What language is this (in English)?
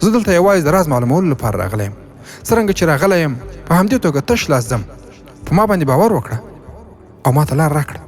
Pashto